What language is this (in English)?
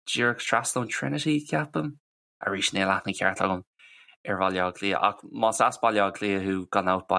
Irish